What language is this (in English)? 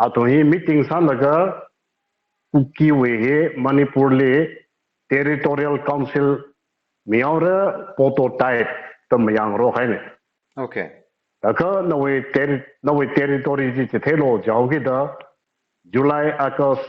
Tangkhul Naga (India)